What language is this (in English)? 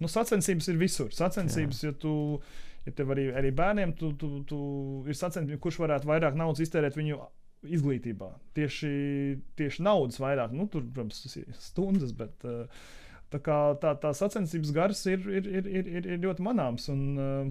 Latvian